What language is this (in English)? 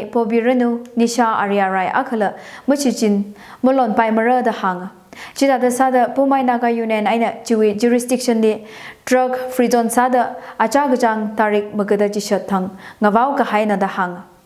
Tangkhul Naga (India)